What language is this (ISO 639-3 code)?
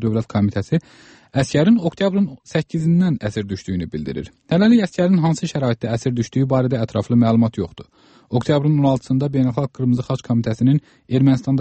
aze